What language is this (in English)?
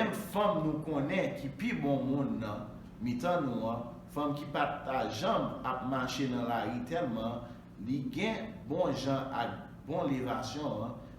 Haitian Creole